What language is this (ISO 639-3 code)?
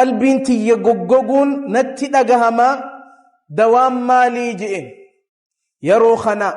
orm